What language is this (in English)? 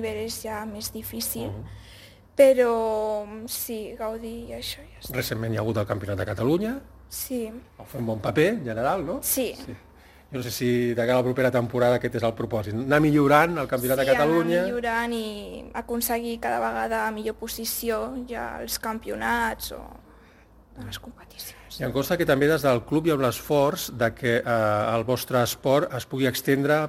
Catalan